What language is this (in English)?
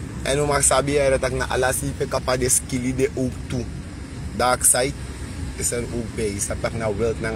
Sranan Tongo